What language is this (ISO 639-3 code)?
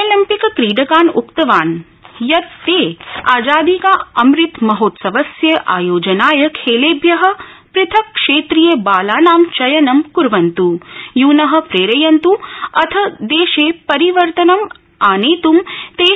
san